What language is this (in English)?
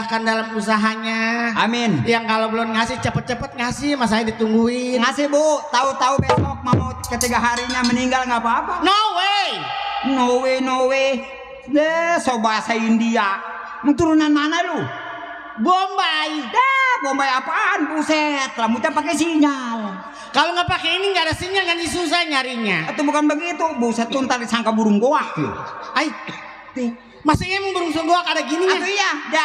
Betawi